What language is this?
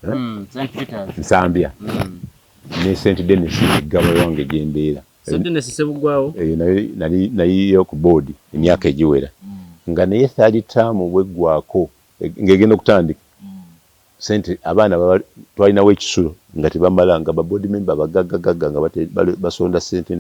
Ganda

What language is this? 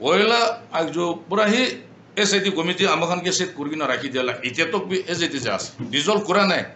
Naga Pidgin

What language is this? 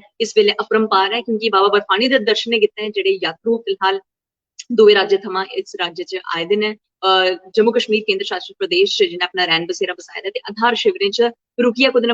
Dogri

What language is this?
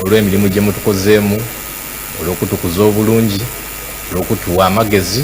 Soga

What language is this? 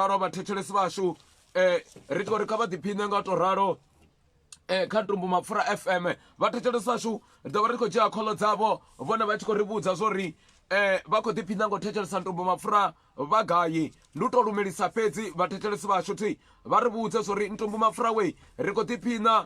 Venda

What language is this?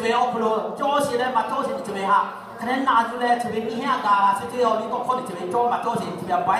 Lahu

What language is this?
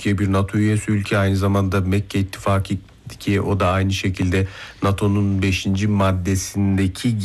Turkish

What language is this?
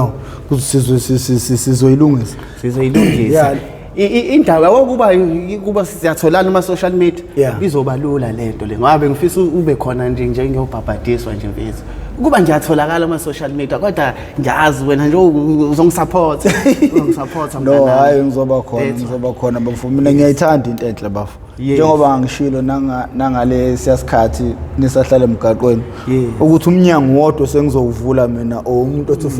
Zulu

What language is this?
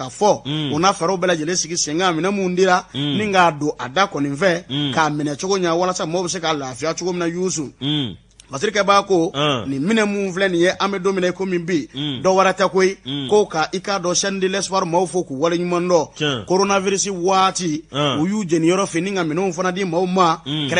Bambara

